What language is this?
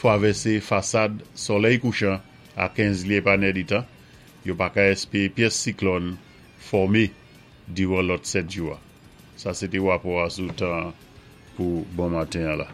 Saint Lucian Creole French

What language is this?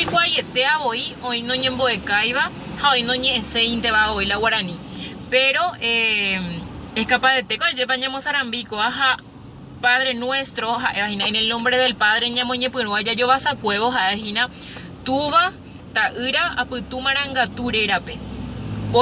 Guarani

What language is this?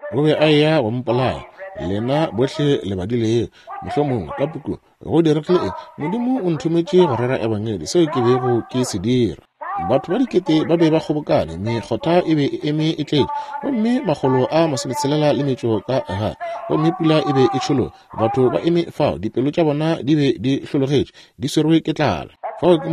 Northern Sotho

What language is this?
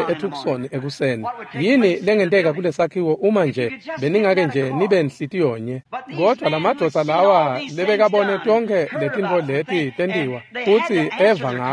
Swati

